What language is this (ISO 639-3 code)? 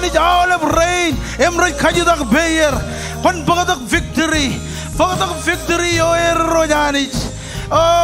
mah